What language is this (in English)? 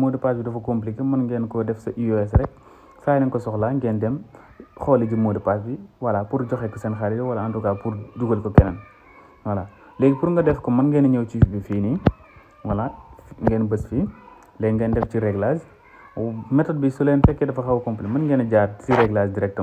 Wolof